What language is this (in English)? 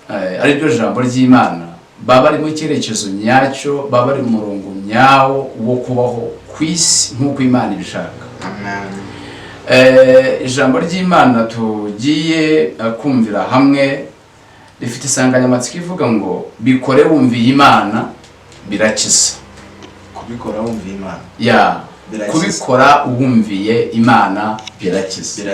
Kinyarwanda